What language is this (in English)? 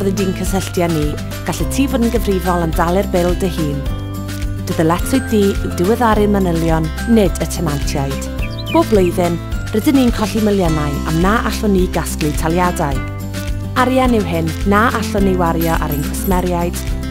Welsh